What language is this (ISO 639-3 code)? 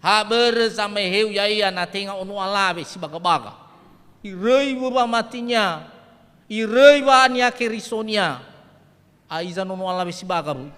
nia